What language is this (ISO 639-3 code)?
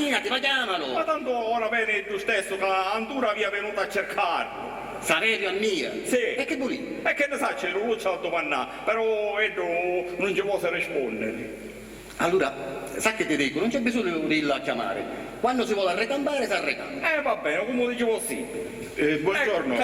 scn